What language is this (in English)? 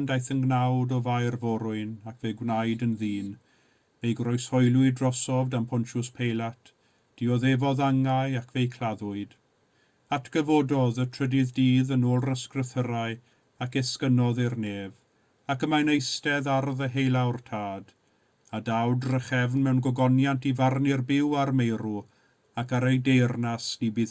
Welsh